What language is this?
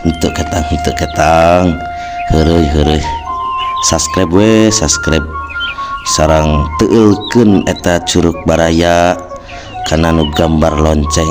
Sundanese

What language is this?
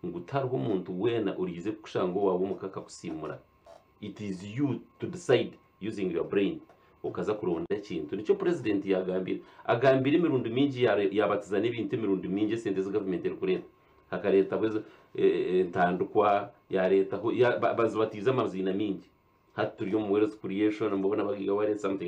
Nyankole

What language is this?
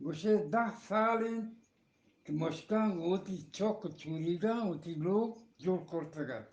Eastern Balochi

